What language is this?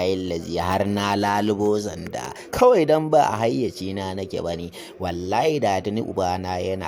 Hausa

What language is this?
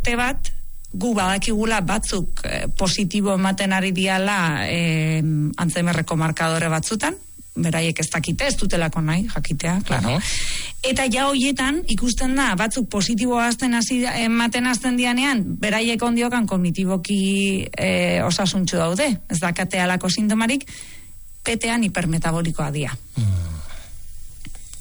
Basque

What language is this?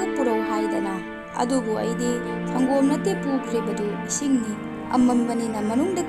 Manipuri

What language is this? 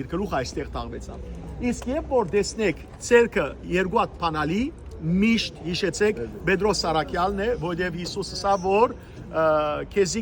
Western Armenian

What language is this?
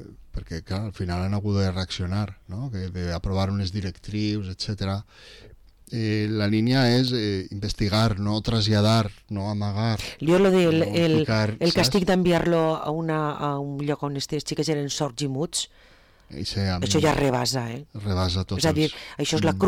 Catalan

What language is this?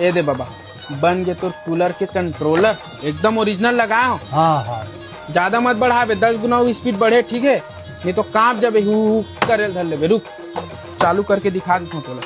Chhattisgarhi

